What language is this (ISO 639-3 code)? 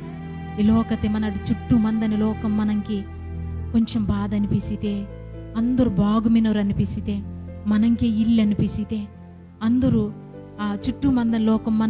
kff